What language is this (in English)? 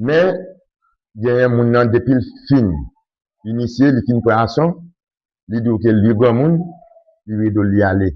Haitian Creole